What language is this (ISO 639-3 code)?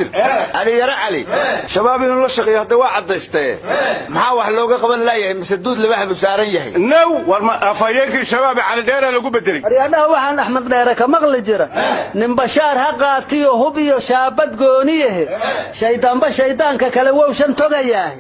som